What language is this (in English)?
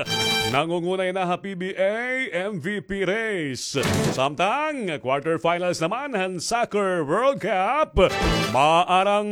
Waray